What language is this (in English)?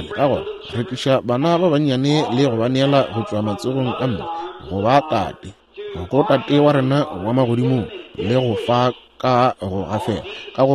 Northern Sotho